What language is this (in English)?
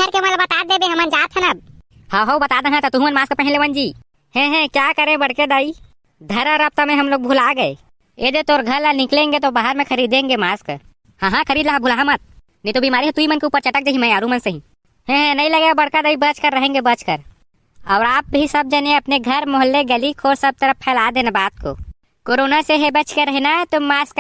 Chhattisgarhi